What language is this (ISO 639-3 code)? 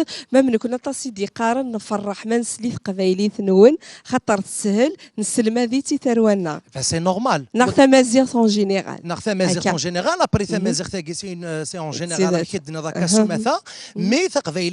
kab